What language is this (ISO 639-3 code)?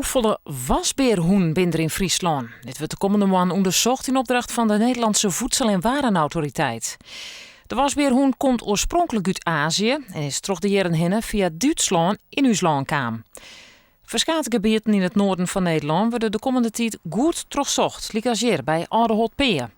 fry